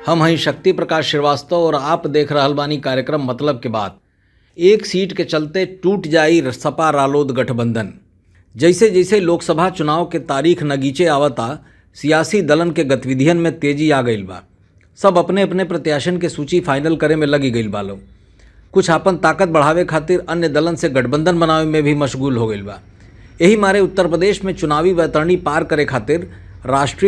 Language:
Bhojpuri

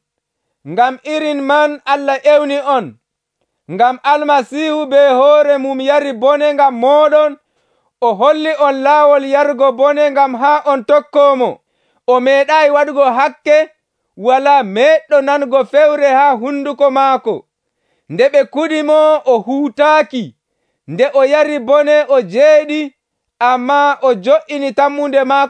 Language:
Nigerian Fulfulde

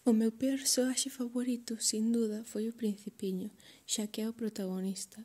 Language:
Galician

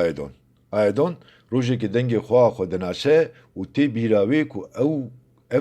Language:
Kurdish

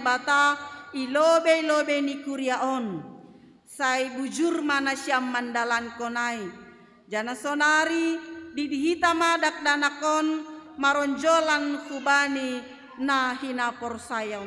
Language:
Batak Simalungun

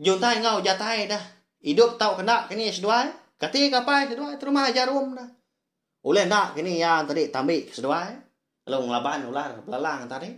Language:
Iban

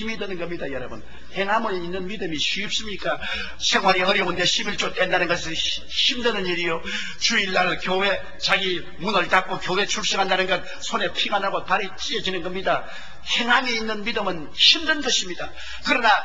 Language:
Korean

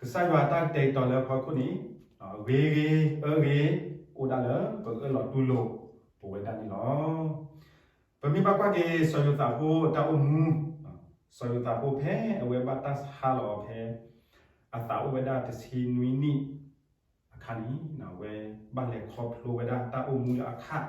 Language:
S'gaw Karen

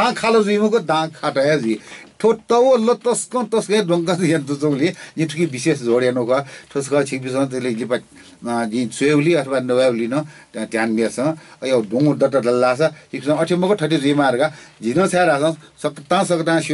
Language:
Newari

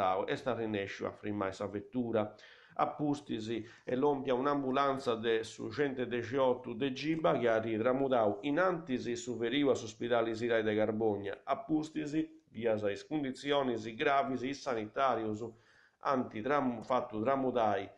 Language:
Sardinian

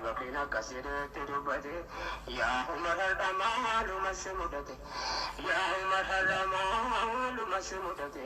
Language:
Oromo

